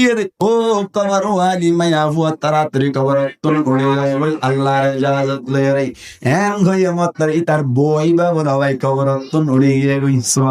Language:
Rohingya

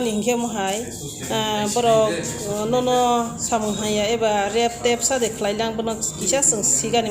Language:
Riang (India)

